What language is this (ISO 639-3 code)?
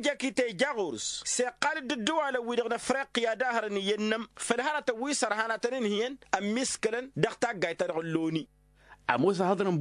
taq